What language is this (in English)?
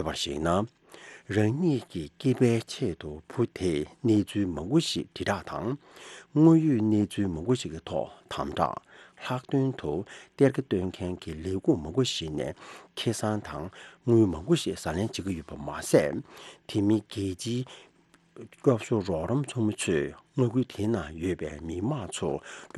Tibetan